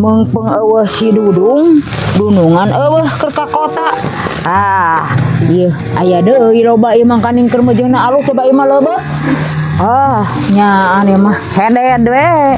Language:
Sundanese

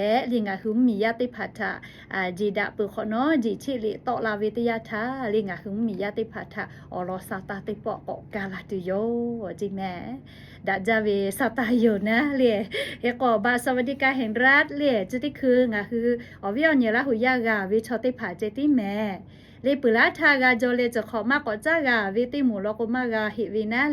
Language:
Lahu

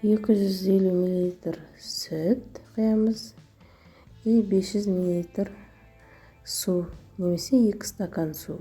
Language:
Kazakh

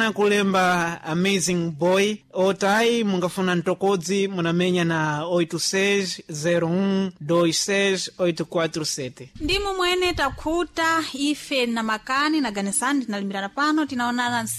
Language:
Sena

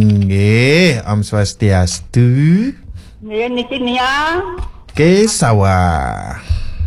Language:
Balinese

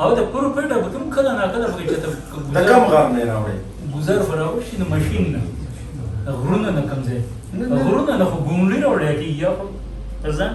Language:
Pashto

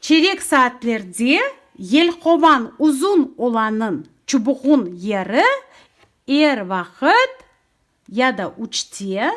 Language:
Crimean Tatar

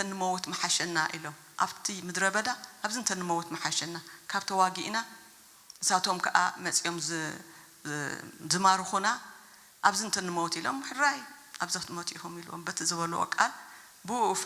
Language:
Tigrinya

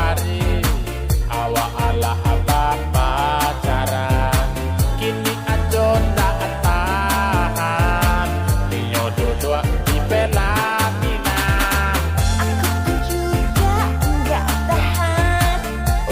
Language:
Minangkabau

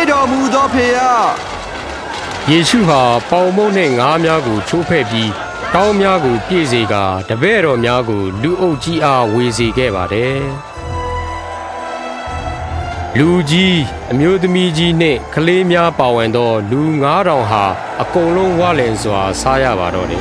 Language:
Burmese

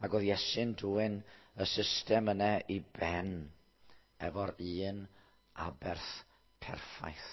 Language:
Welsh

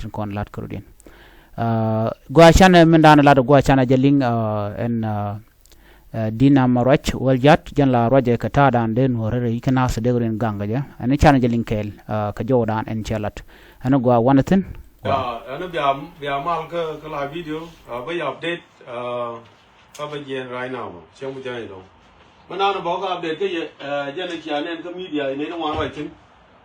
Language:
Nuer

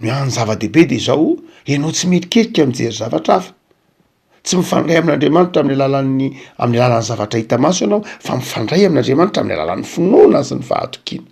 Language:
Malagasy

